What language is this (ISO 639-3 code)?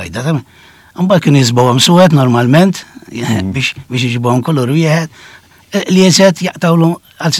mlt